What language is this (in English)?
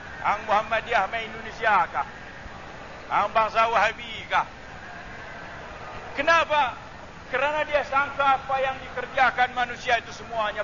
Malay